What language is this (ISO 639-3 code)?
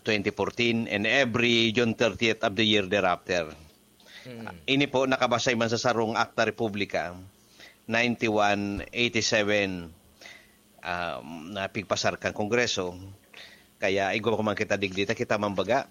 bik